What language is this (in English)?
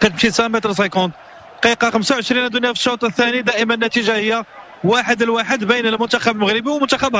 Moroccan Arabic